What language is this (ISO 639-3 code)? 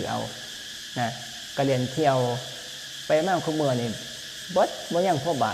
lao